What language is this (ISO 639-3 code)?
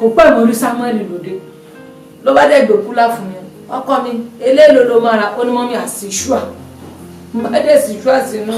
yor